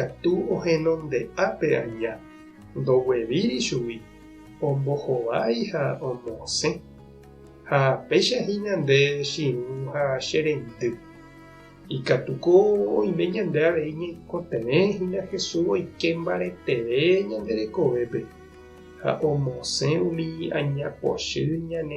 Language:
Guarani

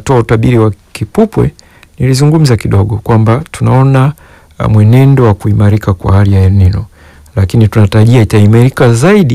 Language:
Swahili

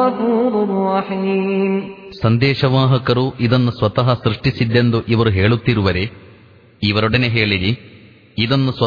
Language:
Kannada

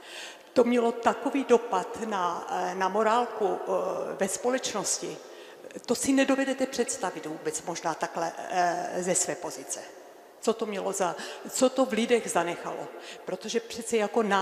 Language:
Czech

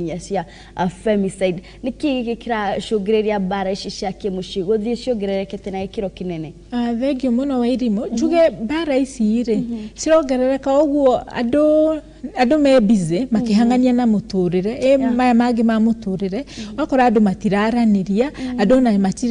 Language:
Kikuyu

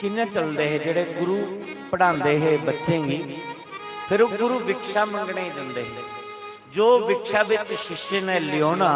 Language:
Dogri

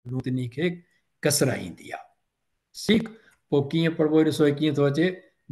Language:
Sindhi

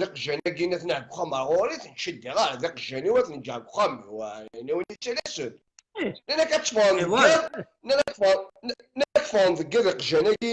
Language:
Kabyle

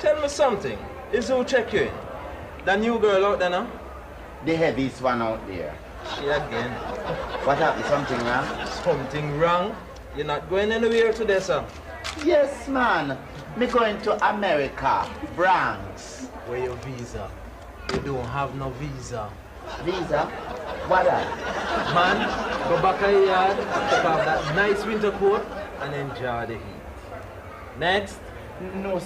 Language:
Jamaican Creole English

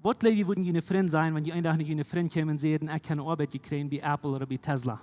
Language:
Plautdietsch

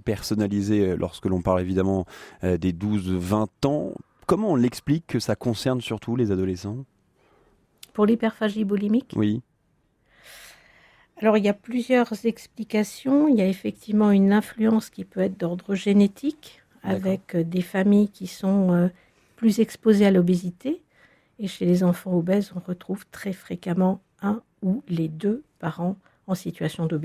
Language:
French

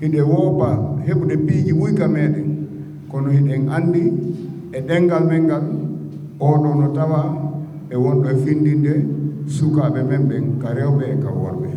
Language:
Fula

